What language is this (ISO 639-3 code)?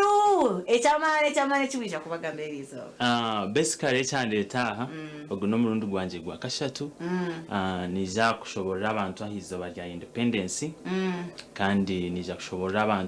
nyn